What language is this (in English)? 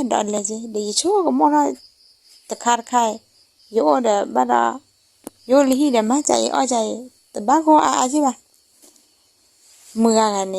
S'gaw Karen